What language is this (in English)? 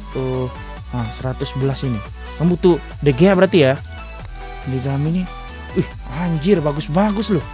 Indonesian